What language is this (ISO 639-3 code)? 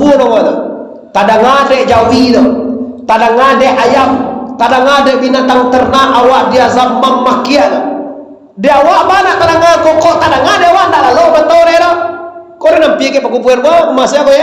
min